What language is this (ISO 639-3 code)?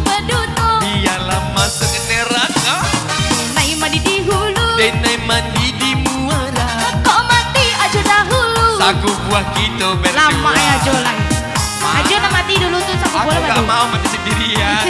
min